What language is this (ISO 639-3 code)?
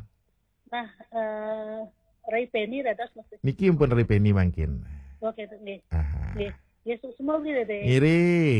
ban